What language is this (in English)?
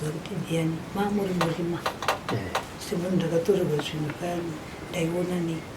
Shona